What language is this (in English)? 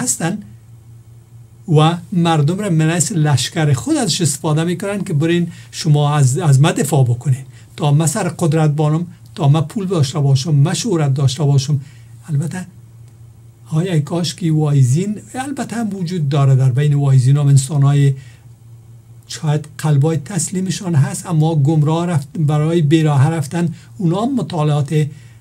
Persian